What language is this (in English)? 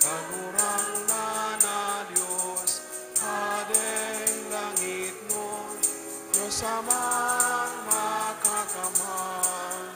Bikol